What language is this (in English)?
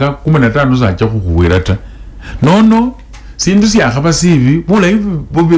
Swahili